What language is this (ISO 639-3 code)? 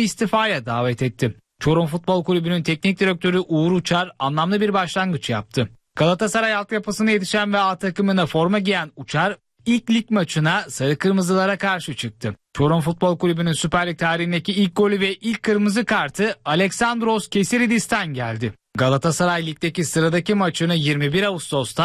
tur